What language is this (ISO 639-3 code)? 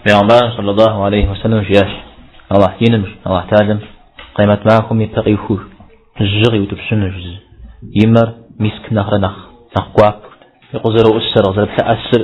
kbd